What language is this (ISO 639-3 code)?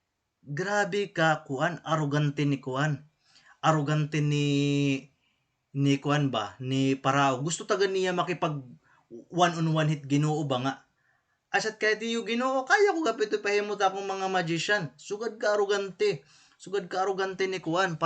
war